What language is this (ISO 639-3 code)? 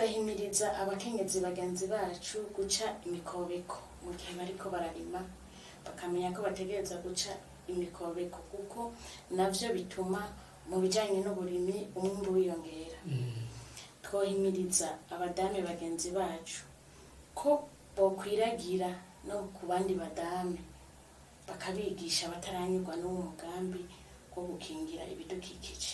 run